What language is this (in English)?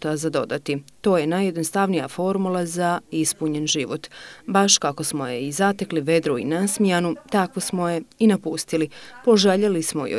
Bosnian